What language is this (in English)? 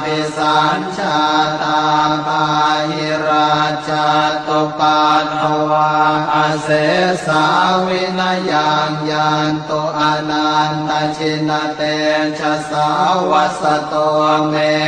Pali